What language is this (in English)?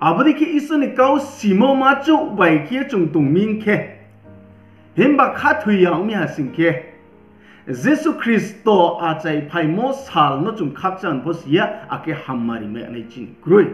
Riang (India)